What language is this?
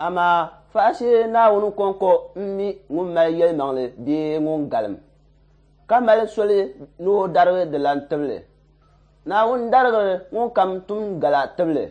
Dagbani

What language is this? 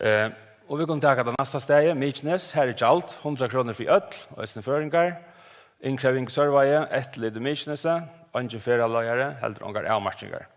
Faroese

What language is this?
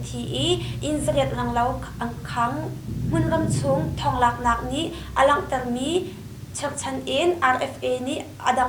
Hakha Chin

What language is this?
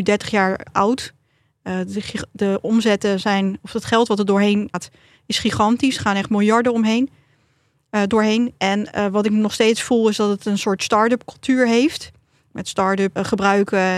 Dutch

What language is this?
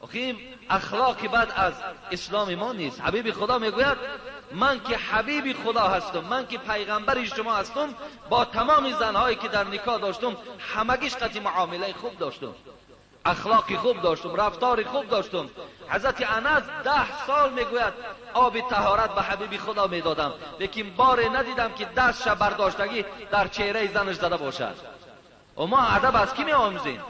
Tajik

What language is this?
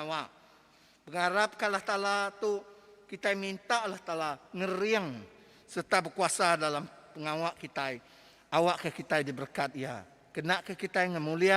Iban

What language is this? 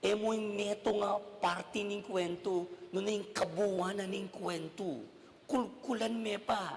Pampanga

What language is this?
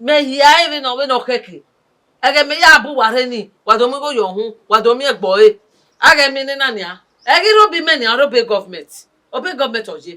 Bini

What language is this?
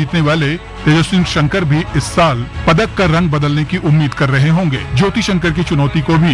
Hindi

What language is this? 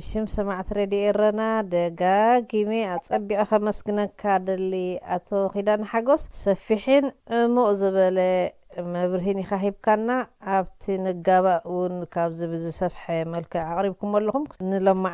Tigrinya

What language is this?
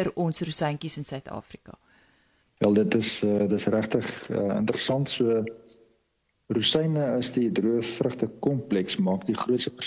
Afrikaans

